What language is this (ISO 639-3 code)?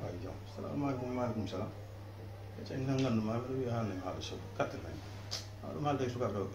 ful